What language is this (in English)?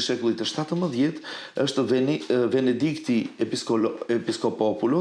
Albanian